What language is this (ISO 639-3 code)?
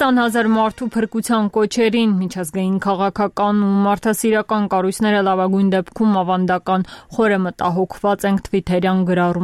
hye